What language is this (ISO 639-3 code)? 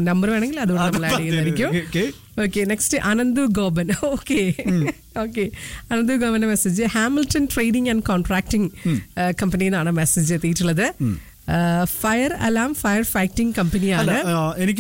mal